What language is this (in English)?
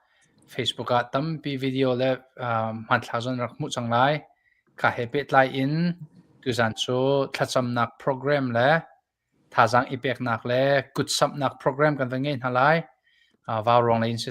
Hakha Chin